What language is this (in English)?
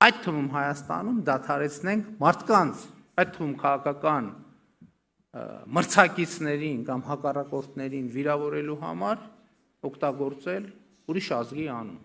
Armenian